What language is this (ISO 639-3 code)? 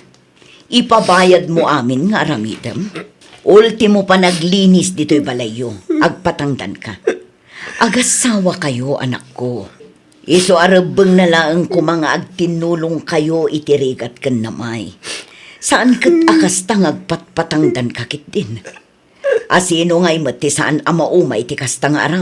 ilo